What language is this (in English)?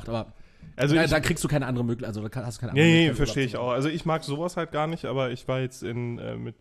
German